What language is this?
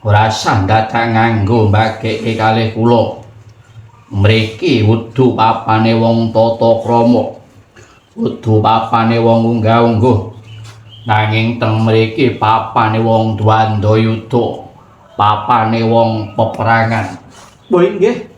Javanese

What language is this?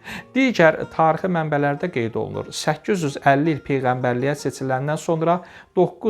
Azerbaijani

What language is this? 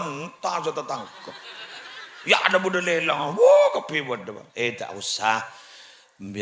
Madurese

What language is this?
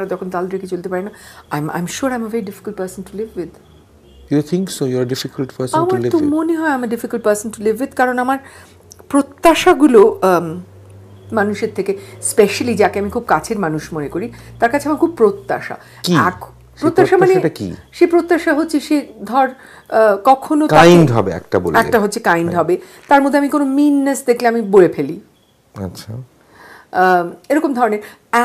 Bangla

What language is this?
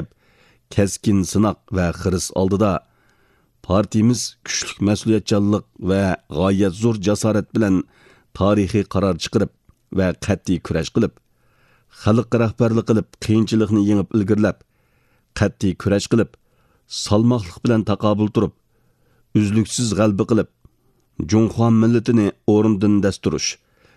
Uyghur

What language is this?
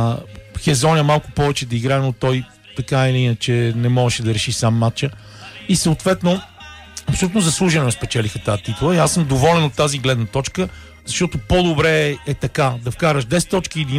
Bulgarian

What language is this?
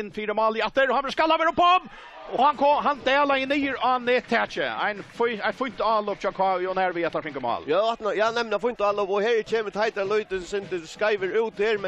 Faroese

